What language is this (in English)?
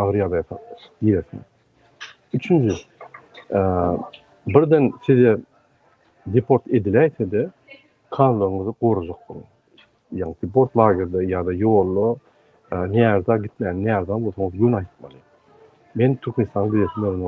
Turkmen